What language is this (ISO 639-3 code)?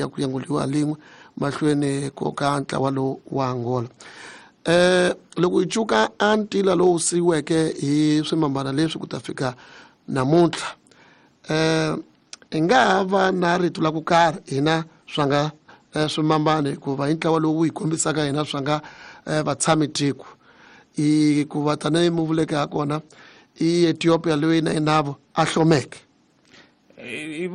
tso